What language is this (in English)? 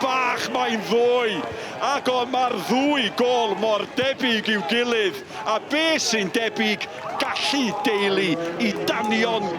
Welsh